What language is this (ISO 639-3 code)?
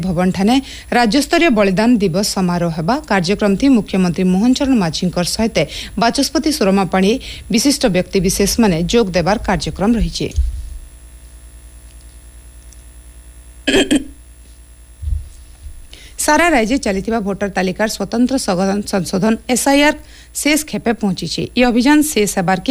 ori